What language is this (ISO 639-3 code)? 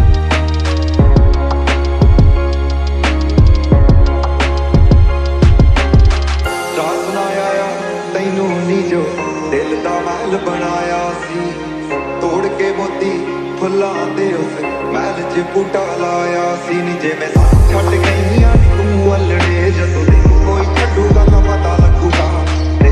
pan